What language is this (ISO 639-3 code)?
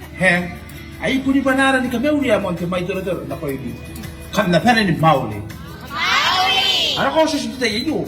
gil